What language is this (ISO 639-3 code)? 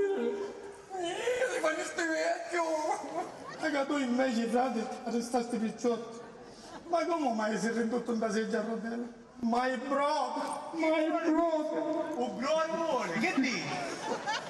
scn